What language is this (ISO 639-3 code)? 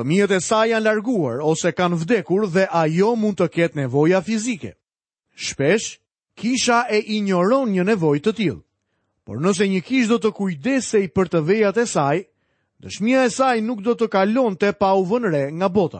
sqi